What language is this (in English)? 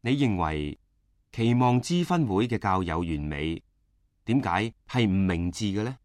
Cantonese